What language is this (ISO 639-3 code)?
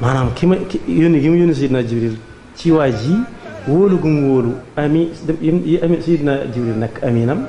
wol